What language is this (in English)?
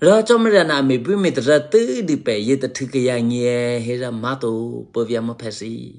Eastern Kayah